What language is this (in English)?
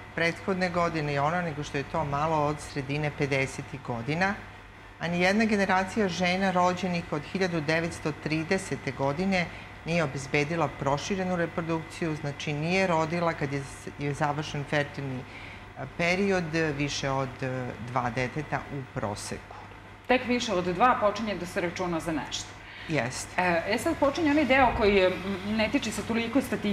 Serbian